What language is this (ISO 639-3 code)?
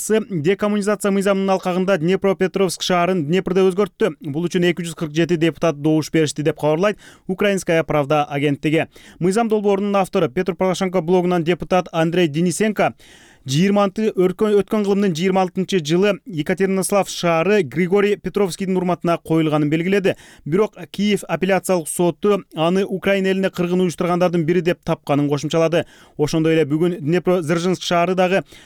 kir